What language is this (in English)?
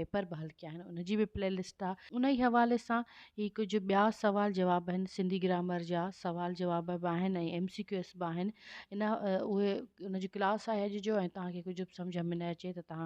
Sindhi